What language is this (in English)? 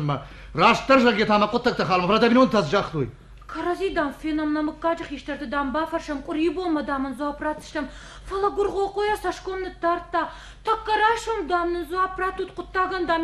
Ossetic